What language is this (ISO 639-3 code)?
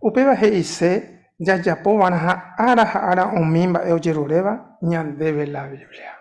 grn